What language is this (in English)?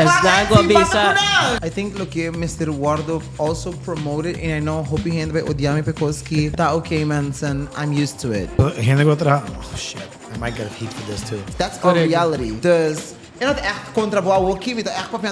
Papiamento